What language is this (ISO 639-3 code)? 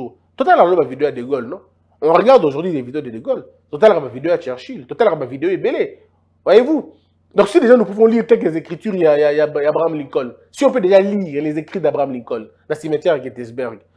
fra